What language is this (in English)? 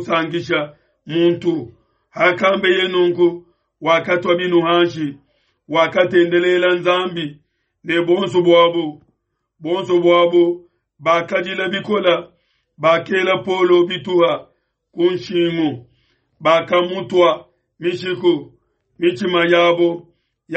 Luba-Lulua